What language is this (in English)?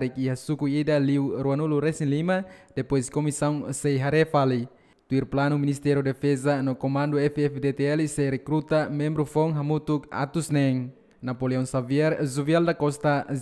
Tetum